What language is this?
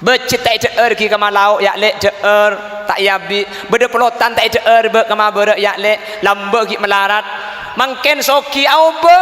Madurese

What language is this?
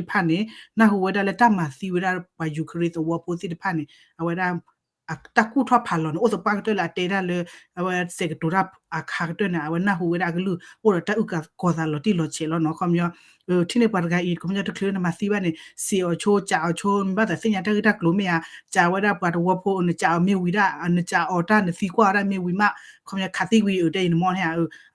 S'gaw Karen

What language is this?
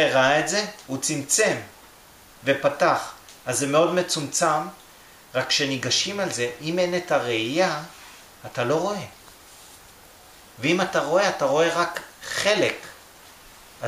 Hebrew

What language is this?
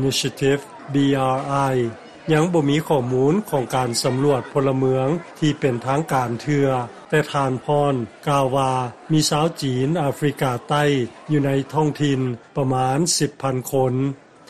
Lao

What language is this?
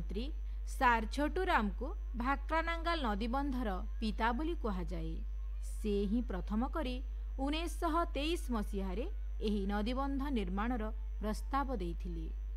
Odia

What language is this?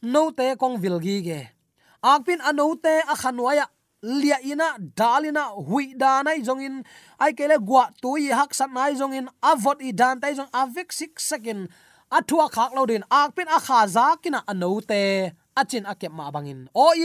Tedim Chin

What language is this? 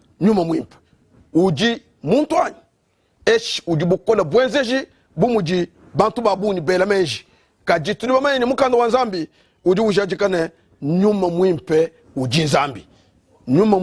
Luba-Lulua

